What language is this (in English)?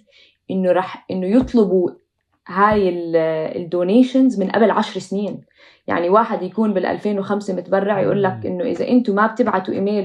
North Levantine Arabic